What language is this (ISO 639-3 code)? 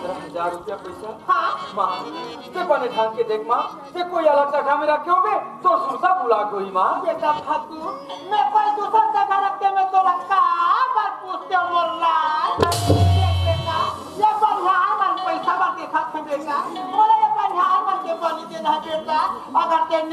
hne